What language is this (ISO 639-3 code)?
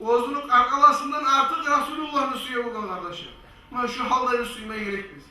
kum